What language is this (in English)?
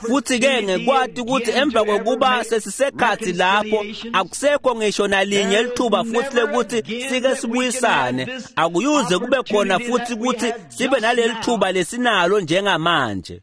Swati